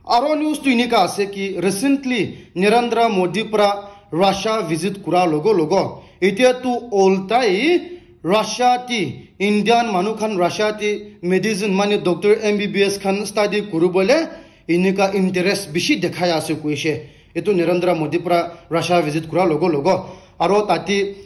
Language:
Naga Pidgin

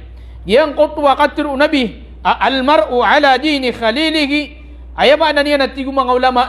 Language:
Maranao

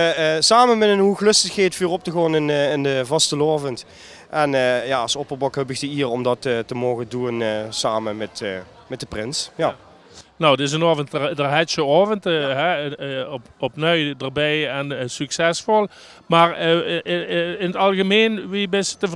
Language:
Limburgish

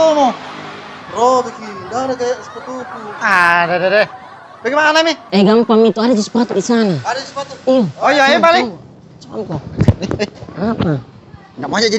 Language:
Makassar Malay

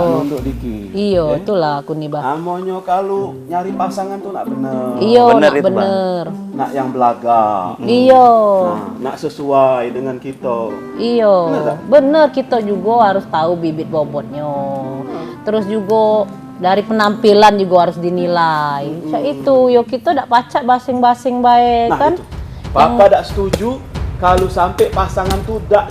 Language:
Musi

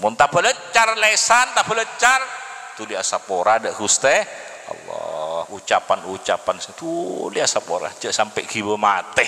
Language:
Madurese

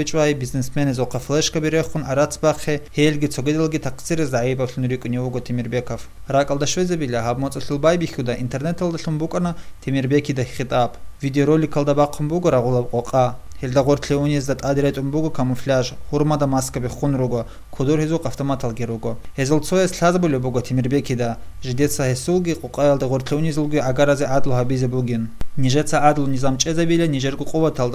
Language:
Avaric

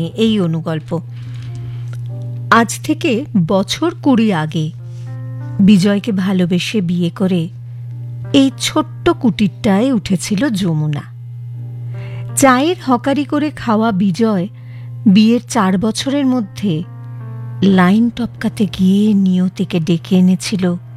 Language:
Bangla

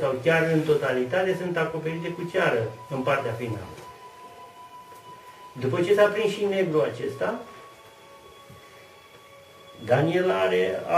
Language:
Romanian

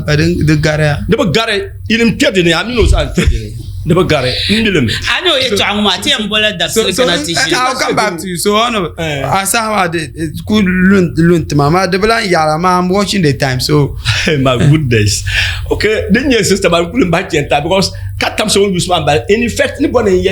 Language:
Dagbani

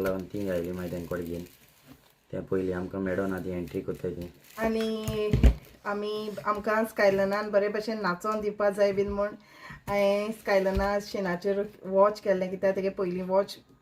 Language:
Konkani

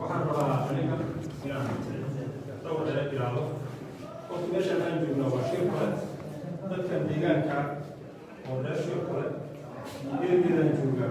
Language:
Somali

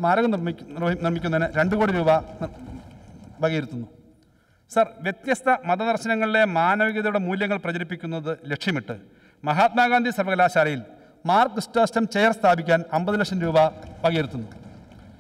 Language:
Malayalam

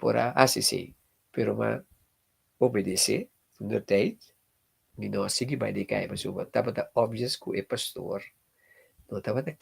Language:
Papiamento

